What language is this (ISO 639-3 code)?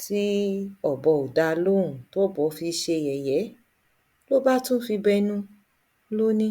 yor